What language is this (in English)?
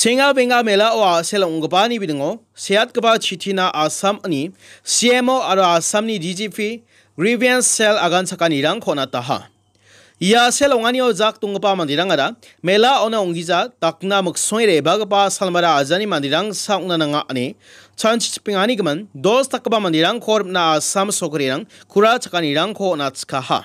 Garo